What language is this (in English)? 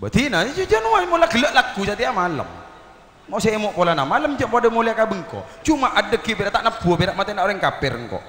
Madurese